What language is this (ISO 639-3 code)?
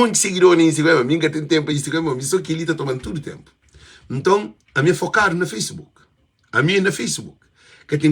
kea